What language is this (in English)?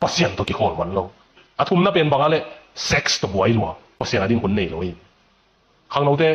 Tedim Chin